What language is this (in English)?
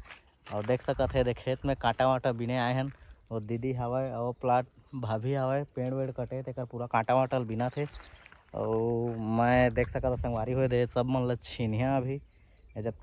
Chhattisgarhi